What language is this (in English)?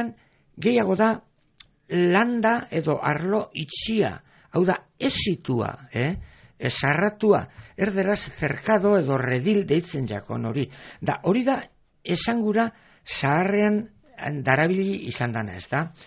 Basque